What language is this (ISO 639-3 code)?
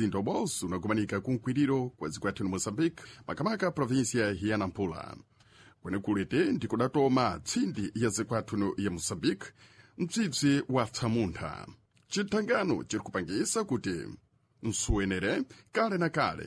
seh